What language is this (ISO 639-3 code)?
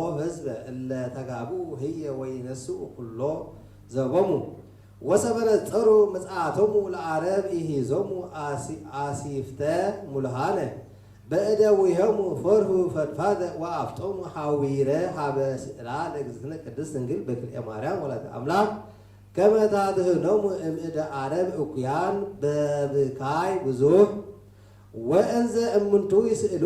gez